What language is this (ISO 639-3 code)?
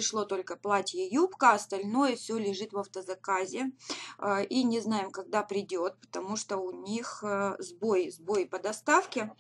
rus